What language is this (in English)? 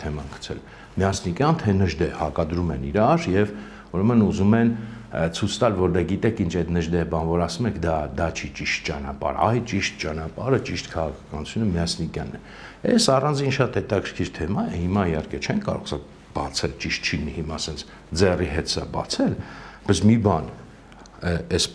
Armenian